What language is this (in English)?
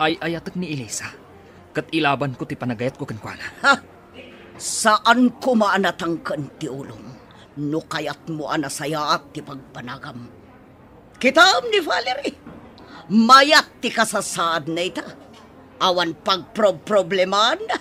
Iloko